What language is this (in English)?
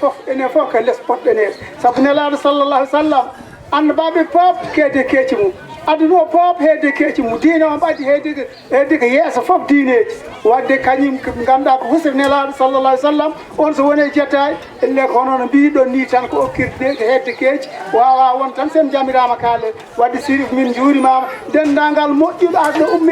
Fula